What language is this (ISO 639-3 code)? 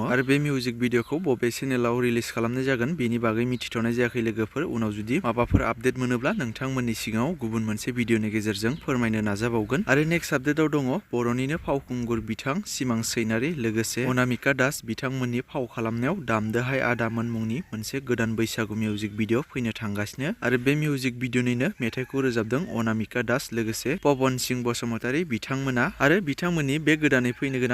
brx